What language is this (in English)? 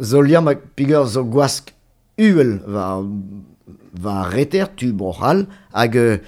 Breton